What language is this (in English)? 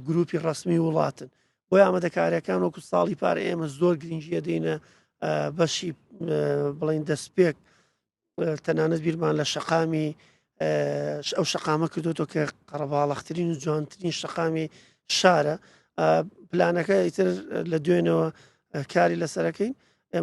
Central Kurdish